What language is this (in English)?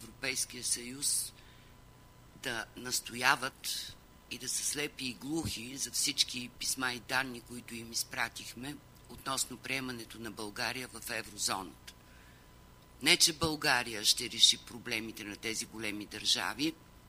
Bulgarian